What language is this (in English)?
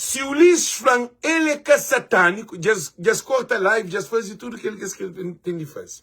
Kabuverdianu